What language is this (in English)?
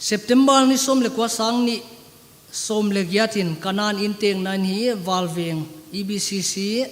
Paite Chin